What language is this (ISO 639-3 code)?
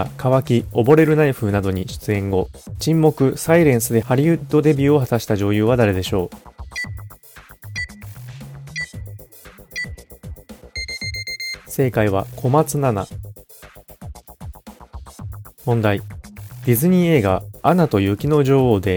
jpn